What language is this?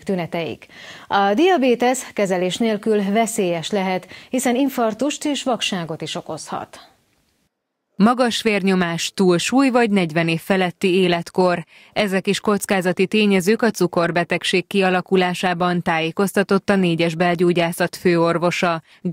Hungarian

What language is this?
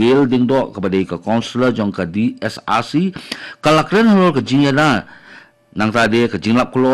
Khasi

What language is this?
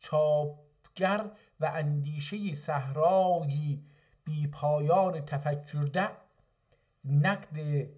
South Azerbaijani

